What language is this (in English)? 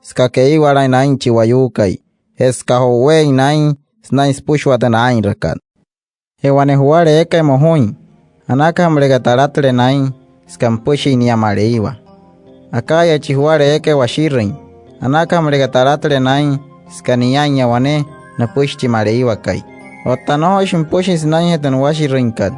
Wayuu